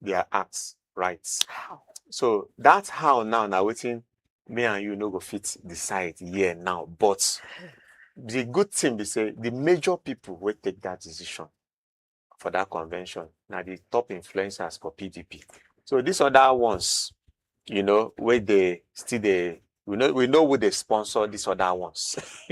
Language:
Nigerian Pidgin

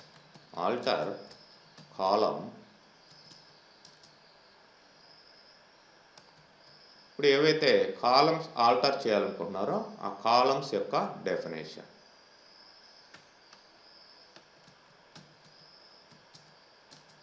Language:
Telugu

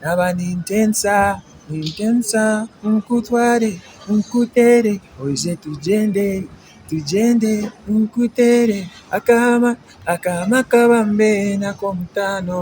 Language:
Nyankole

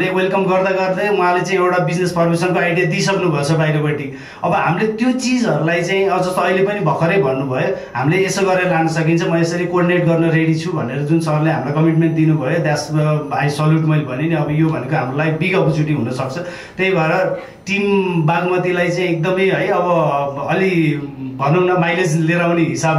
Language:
Nepali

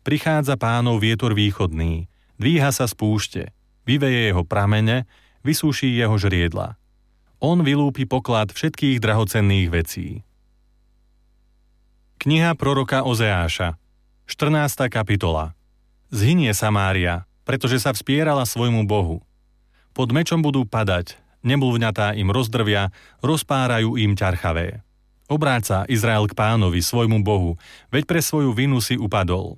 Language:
Slovak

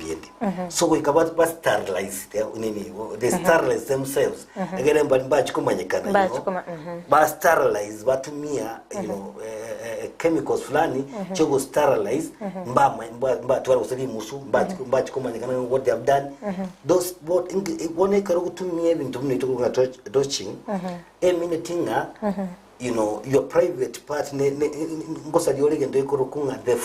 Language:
Gusii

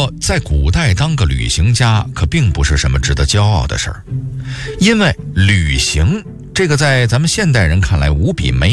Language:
Chinese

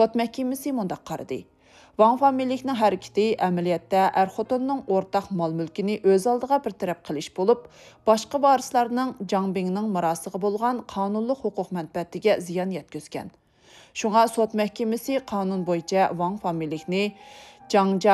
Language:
Uyghur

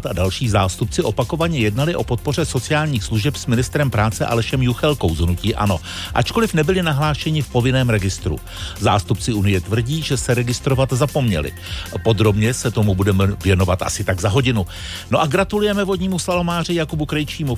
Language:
Czech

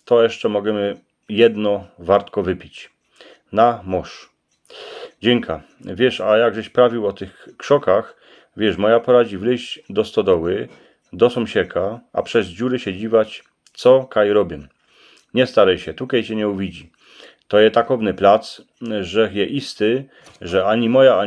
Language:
Silesian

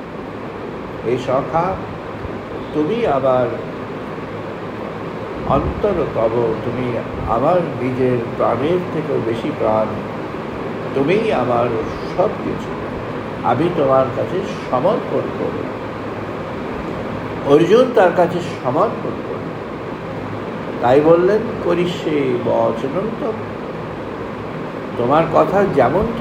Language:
Bangla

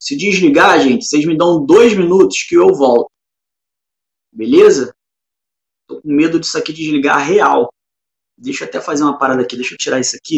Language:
Portuguese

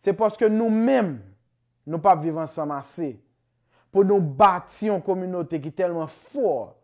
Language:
Haitian Creole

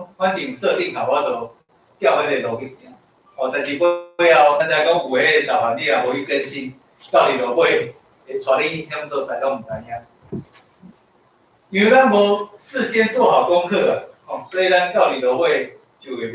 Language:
Min Nan Chinese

